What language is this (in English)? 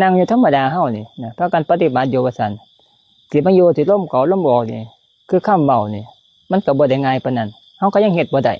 Lao